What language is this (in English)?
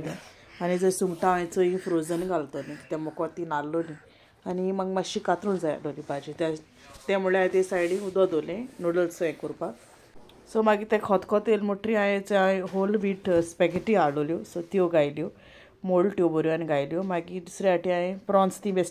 Konkani